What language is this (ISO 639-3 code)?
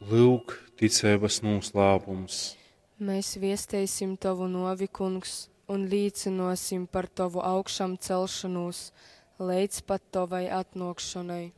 ltg